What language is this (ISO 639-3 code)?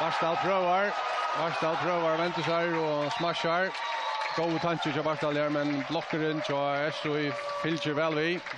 fao